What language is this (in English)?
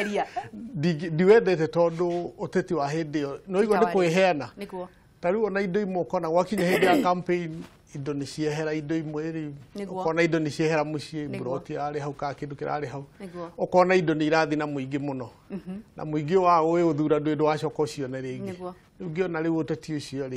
Kikuyu